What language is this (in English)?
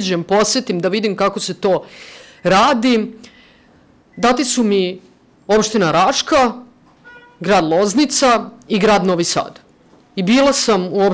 Serbian